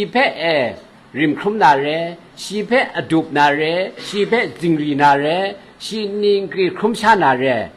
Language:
Kachin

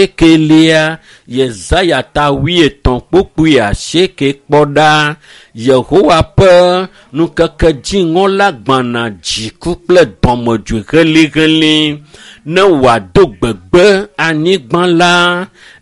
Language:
Ewe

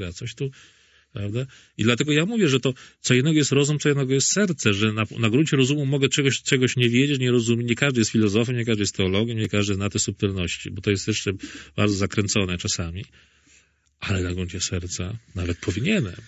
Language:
Polish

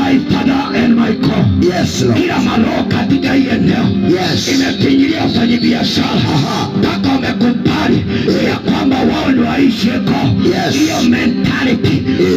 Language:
Swahili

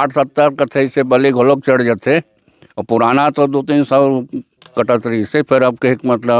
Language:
Chhattisgarhi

